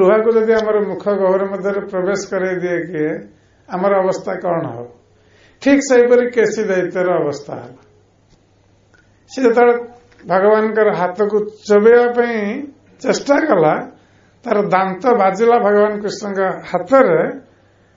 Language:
Odia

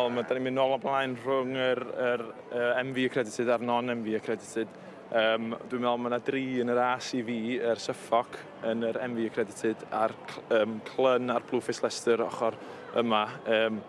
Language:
Welsh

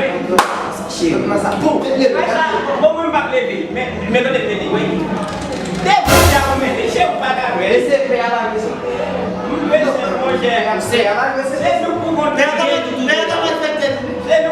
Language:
Haitian Creole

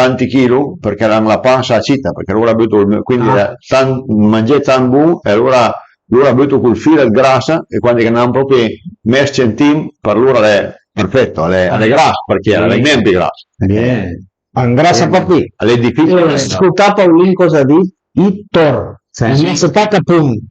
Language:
Piedmontese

